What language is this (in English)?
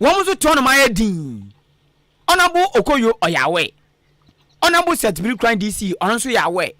Akan